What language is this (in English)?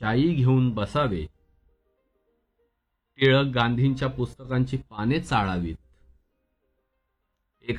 Marathi